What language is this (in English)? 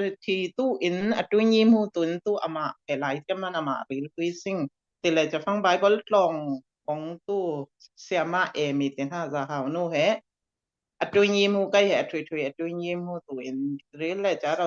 Falam Chin